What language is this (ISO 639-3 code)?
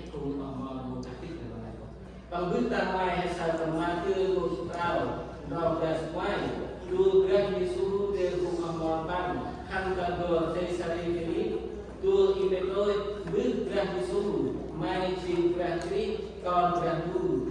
cmo